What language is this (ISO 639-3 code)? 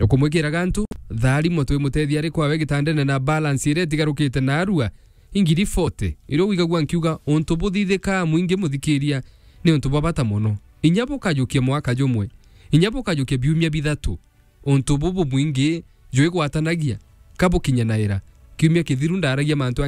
mer